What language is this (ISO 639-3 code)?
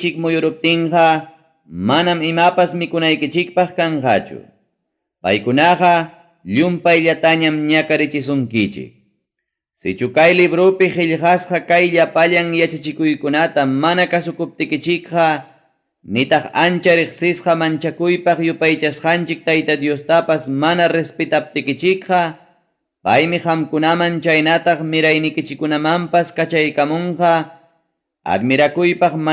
quy